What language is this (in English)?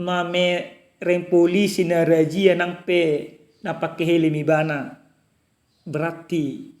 Batak Toba